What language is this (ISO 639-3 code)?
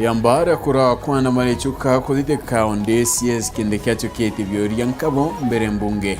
mer